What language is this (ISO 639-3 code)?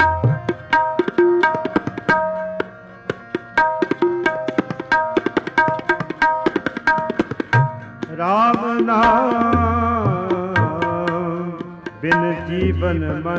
pan